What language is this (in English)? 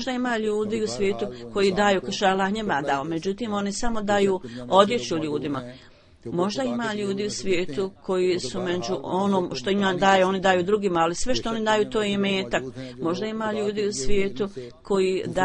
Bosnian